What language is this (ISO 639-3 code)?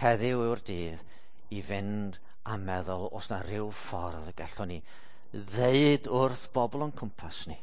cym